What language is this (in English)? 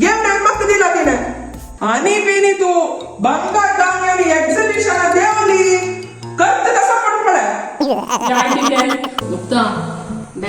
Konkani